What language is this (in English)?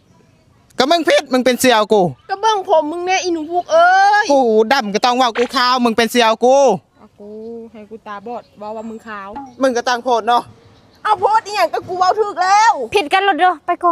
Northeastern Thai